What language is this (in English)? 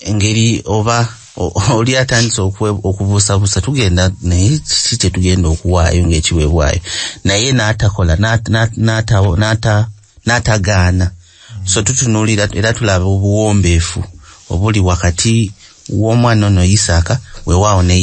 Ganda